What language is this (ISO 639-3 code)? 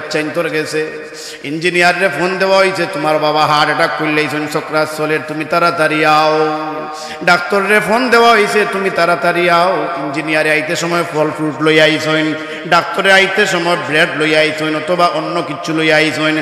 syl